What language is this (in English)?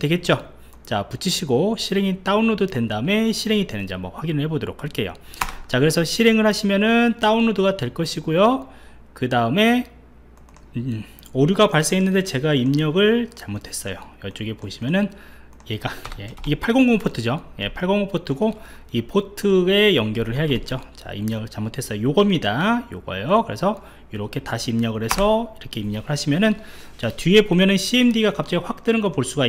Korean